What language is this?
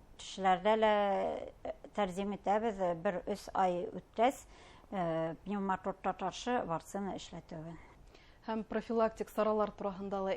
Bashkir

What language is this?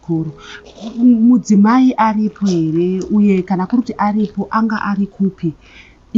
Shona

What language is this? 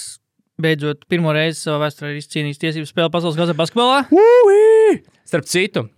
Latvian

